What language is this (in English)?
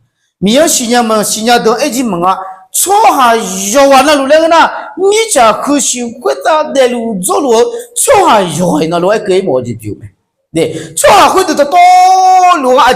Akha